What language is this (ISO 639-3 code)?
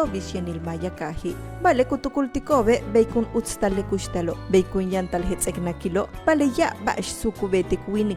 yua